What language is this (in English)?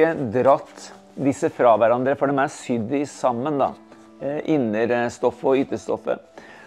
Norwegian